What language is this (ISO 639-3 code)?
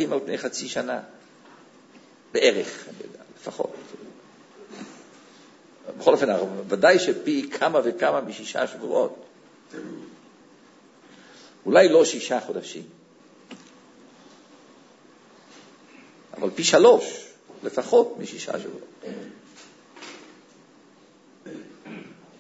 heb